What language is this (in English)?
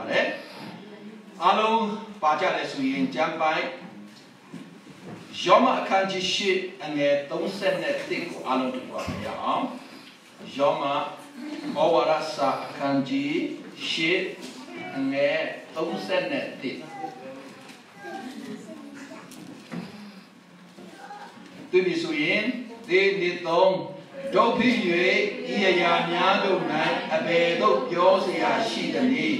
Burmese